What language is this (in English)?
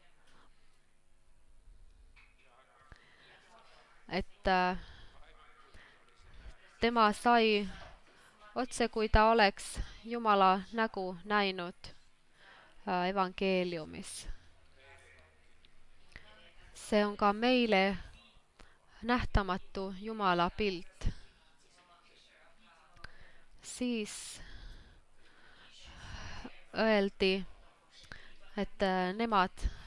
Estonian